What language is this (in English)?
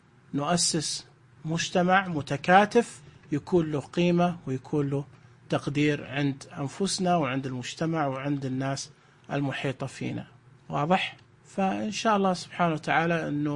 Najdi Arabic